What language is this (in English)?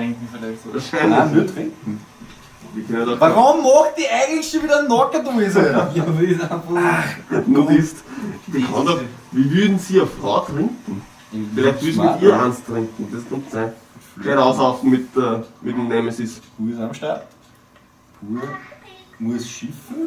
Bavarian